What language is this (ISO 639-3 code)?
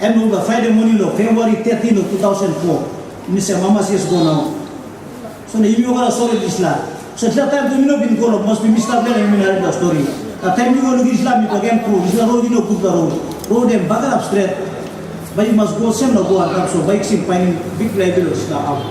tpi